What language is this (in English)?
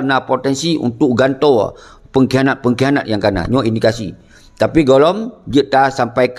Achinese